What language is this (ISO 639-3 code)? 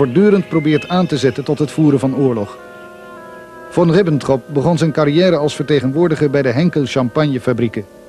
nld